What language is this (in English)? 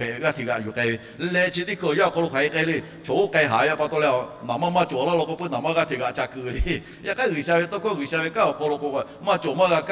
Lahu